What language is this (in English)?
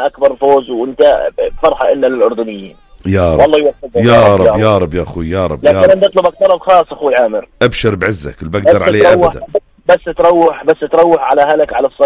North Levantine Arabic